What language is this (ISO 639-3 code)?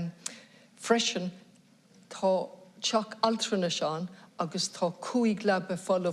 gle